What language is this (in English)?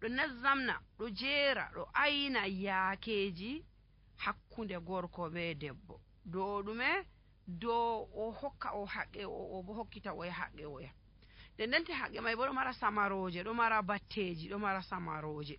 Nigerian Fulfulde